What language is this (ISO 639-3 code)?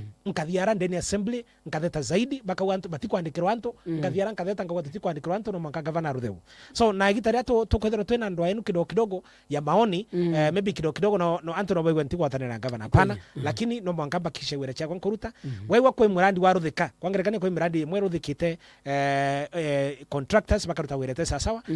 mer